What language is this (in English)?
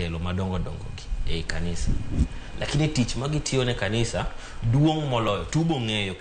Luo (Kenya and Tanzania)